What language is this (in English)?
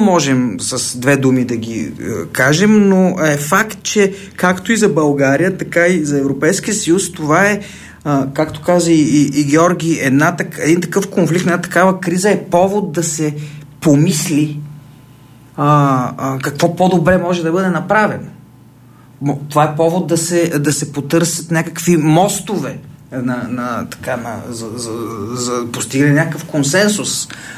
Bulgarian